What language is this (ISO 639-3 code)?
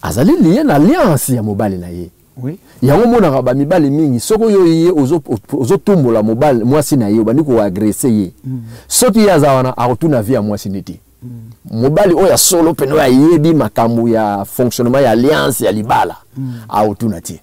lin